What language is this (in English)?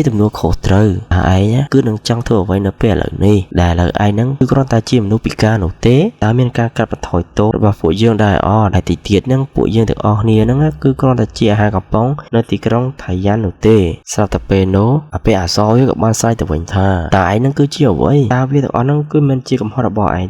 Khmer